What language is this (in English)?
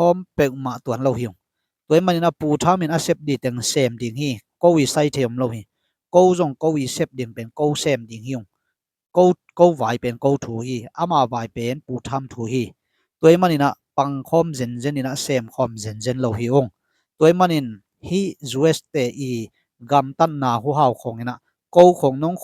Tedim Chin